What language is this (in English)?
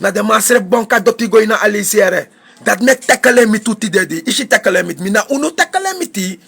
Sranan Tongo